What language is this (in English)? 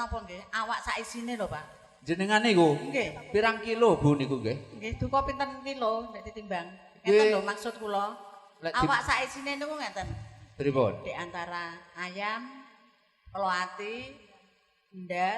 Javanese